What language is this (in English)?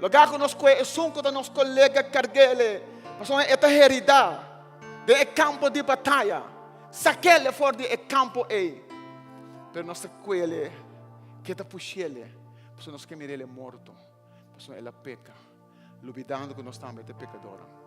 Papiamento